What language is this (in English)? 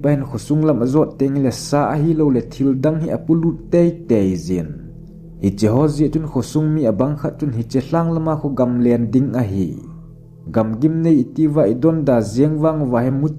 Thado Chin